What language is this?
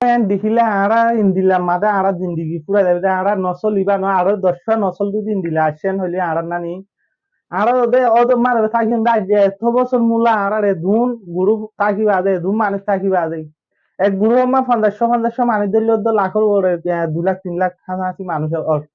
Rohingya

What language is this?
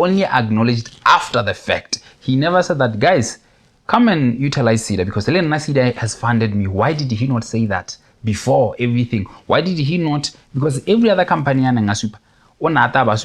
Tswana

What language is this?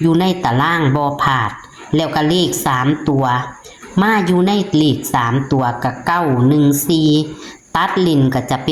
Northeastern Thai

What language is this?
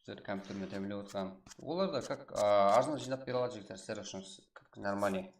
Kara-Kalpak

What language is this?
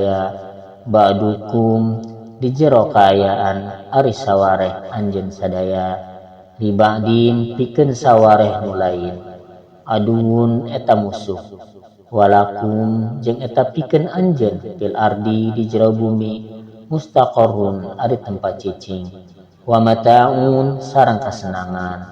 Sundanese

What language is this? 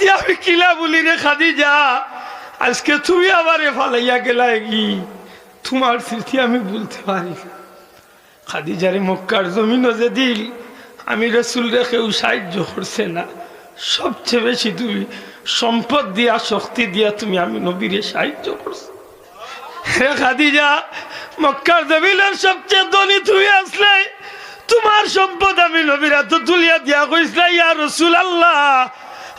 Sylheti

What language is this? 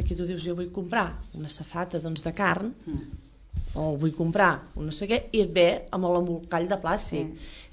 Catalan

